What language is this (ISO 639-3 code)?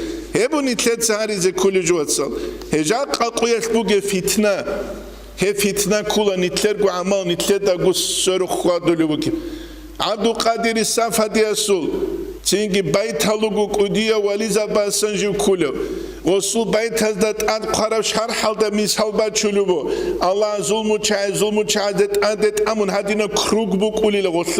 ava